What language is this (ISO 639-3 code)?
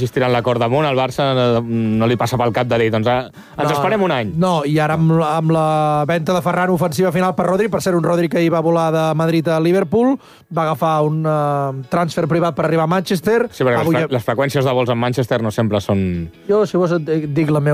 cat